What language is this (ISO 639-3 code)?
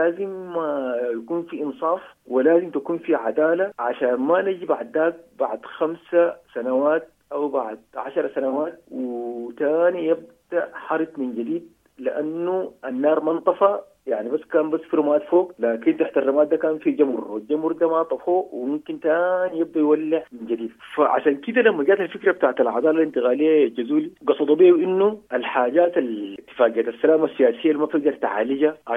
apd